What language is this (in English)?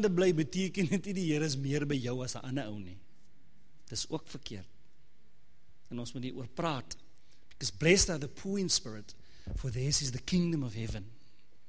Afrikaans